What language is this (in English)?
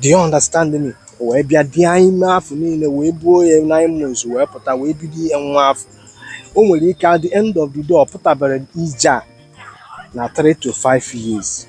Igbo